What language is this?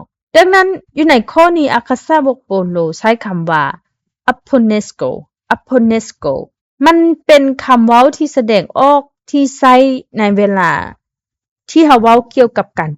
Lao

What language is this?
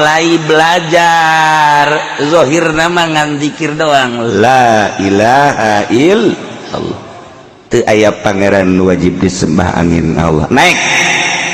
Sundanese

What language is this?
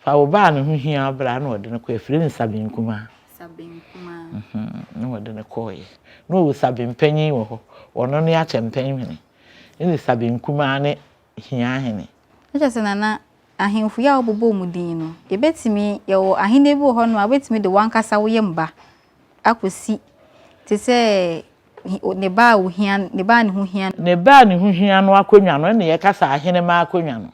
Akan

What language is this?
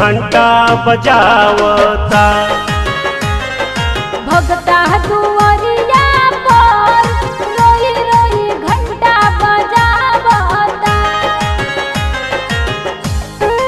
Bhojpuri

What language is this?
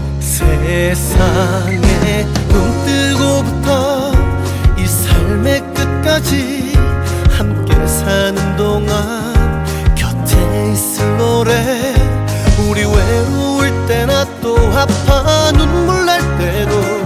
Korean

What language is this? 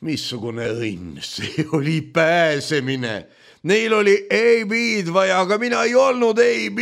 Estonian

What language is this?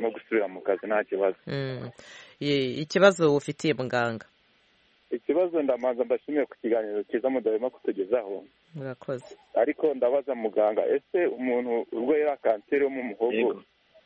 Kinyarwanda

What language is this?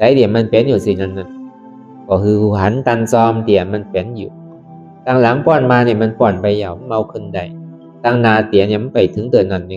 Shan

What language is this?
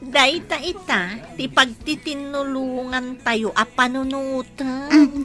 Iloko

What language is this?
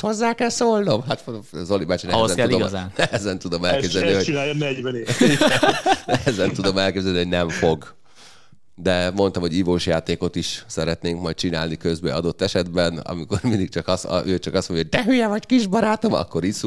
Hungarian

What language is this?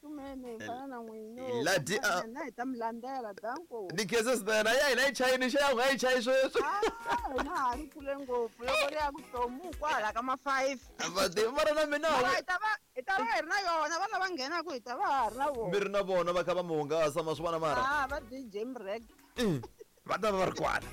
Tsonga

